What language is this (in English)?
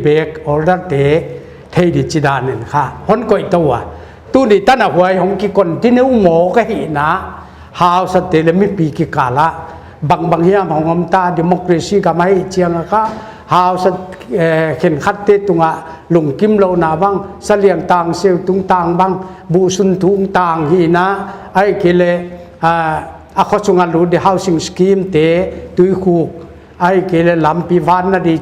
Paite Chin